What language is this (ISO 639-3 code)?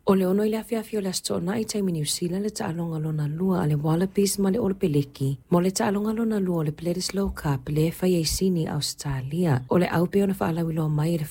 smo